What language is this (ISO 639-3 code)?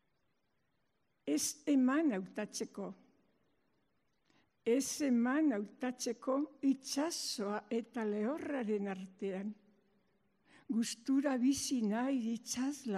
eus